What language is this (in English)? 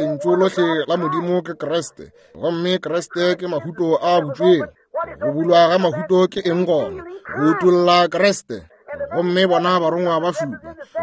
Northern Sotho